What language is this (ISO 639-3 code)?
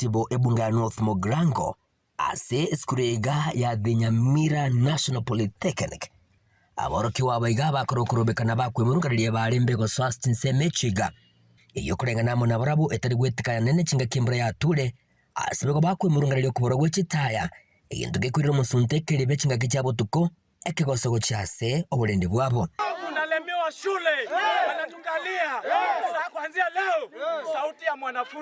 guz